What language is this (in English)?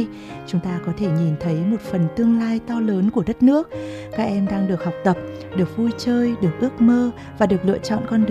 Vietnamese